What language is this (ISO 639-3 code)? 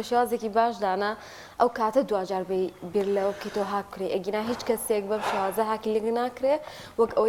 ckb